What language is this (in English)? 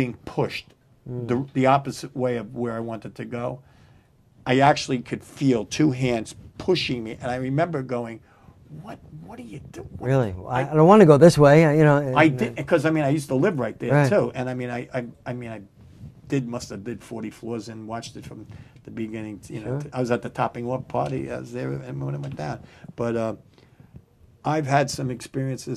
English